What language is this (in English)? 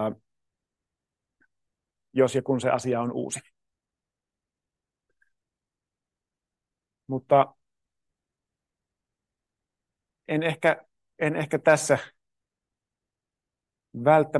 Finnish